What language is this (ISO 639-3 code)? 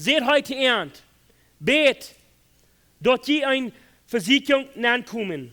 pdt